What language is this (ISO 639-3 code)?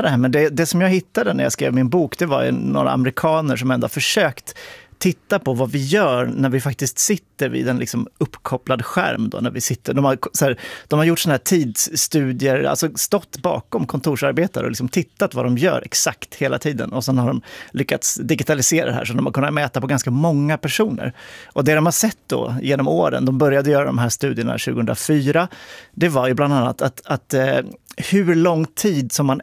swe